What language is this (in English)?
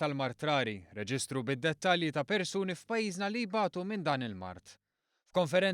Maltese